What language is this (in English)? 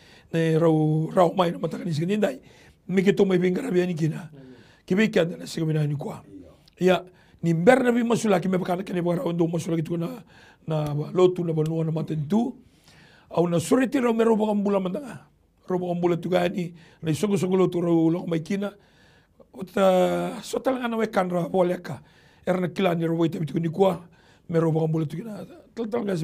Fijian